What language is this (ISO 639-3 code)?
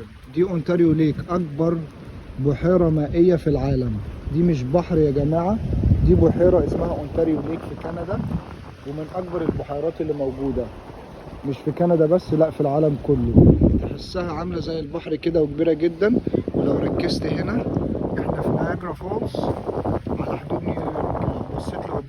arz